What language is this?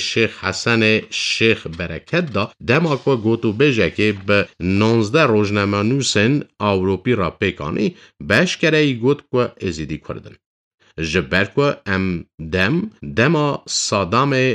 Kurdish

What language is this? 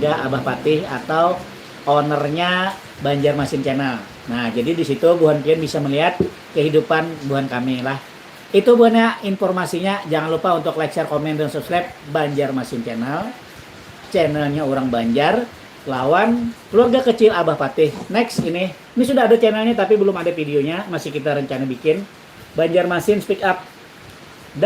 Banjar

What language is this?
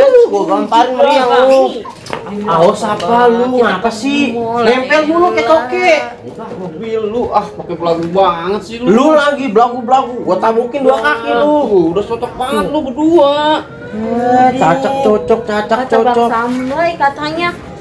Betawi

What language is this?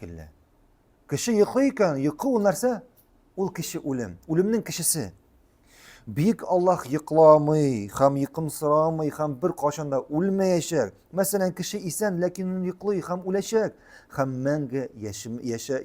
Tatar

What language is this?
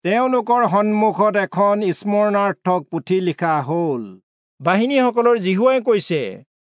Assamese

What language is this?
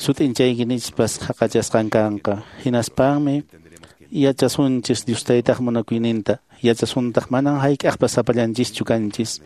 Quechua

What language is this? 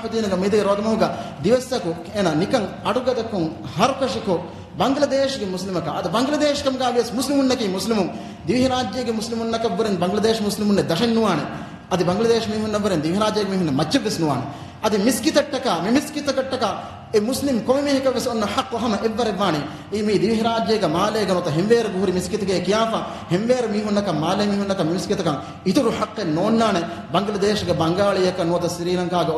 Divehi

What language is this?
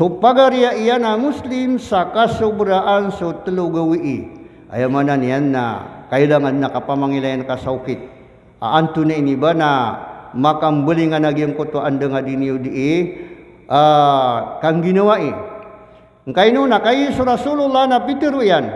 Maranao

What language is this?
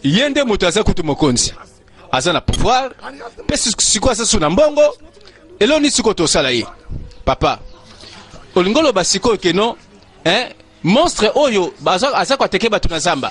Lingala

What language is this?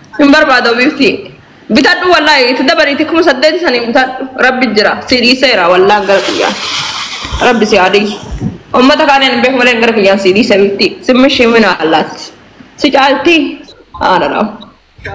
Oromo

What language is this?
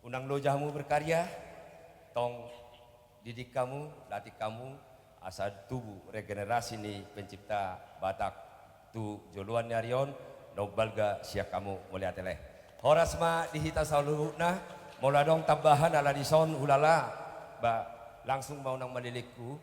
Batak Toba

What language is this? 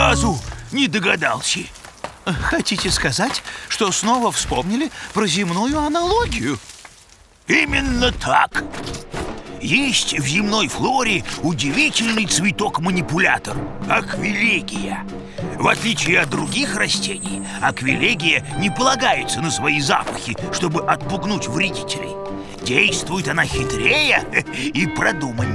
Russian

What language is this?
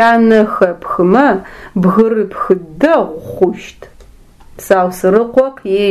Adyghe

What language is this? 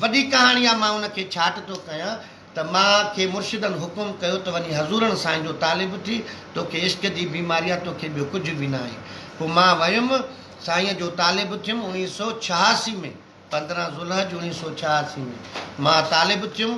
Sindhi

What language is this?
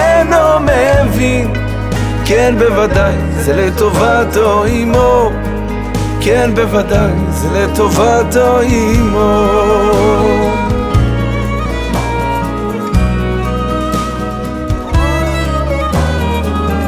Hebrew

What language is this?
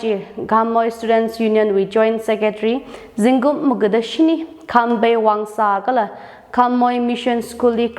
Tangkhul Naga (India)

